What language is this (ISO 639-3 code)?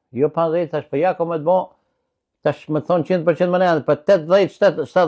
sqi